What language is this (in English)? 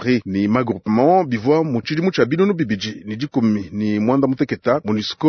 Luba-Lulua